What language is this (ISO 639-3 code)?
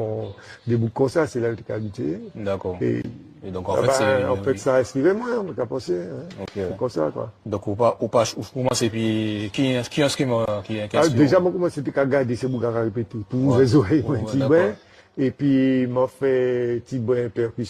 gcf